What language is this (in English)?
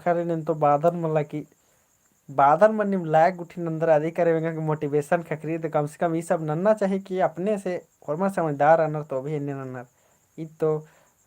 Kurukh